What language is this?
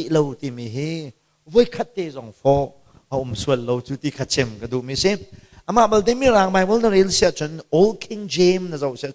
Hakha Chin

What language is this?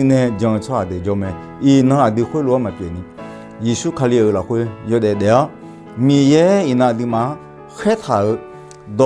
Akha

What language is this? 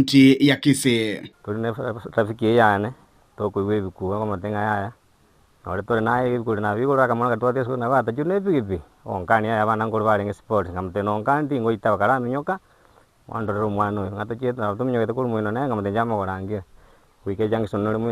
Gusii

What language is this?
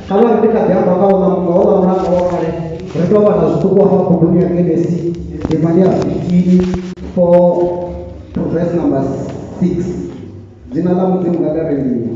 Venda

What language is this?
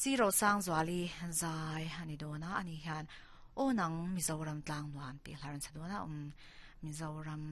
Mizo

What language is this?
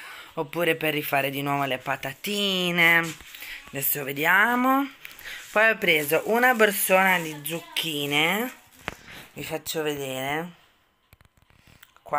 Italian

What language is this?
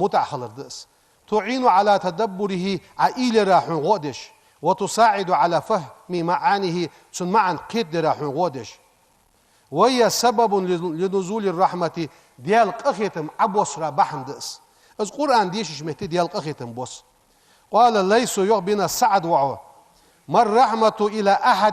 Ingush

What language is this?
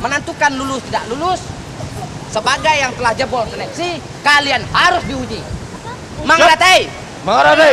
Minangkabau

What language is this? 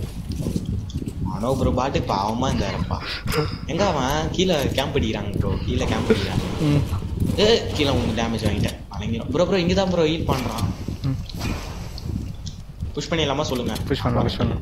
Tamil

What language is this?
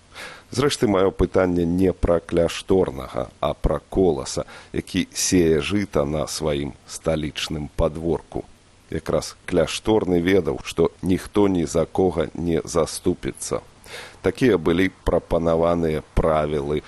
Belarusian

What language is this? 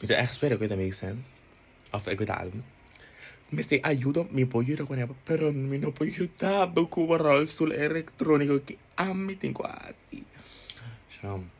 Papiamento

